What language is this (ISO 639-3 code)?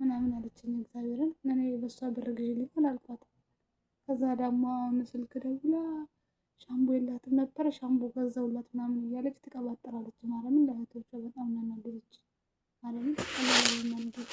amh